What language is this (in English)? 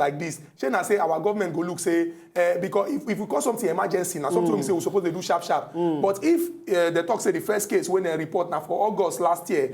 Nigerian Pidgin